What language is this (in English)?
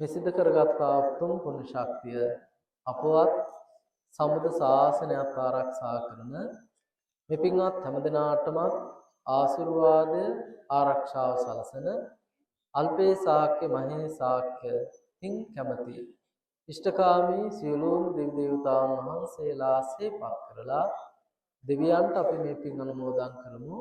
Sinhala